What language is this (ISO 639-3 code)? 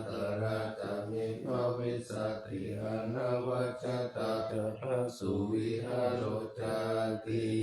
pli